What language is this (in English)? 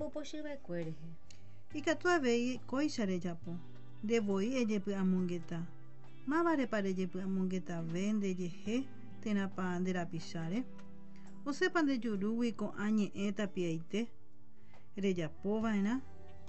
Guarani